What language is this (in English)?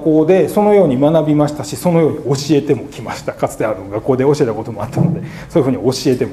Japanese